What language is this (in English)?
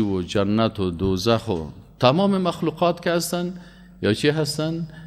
Persian